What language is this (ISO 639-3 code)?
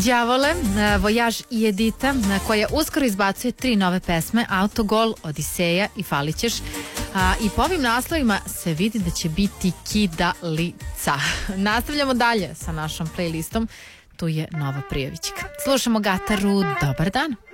srp